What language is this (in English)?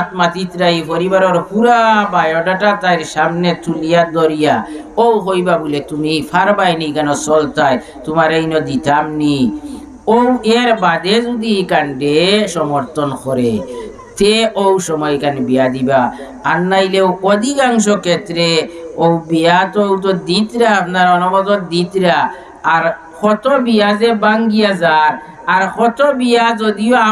Sylheti